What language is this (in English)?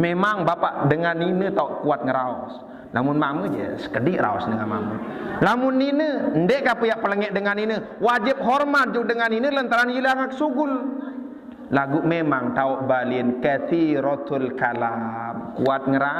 Sasak